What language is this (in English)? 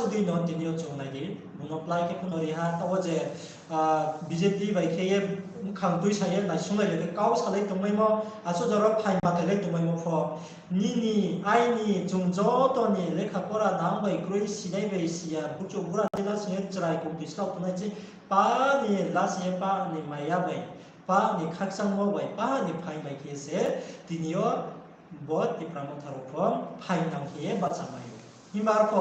Riang (India)